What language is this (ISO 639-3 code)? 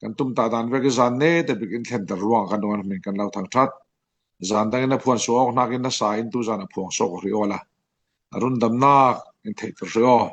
cfm